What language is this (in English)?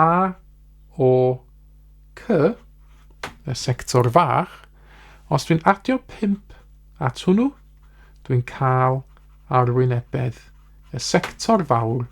Welsh